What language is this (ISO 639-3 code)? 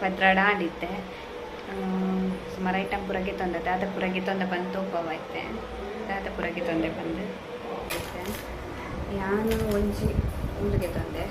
tcy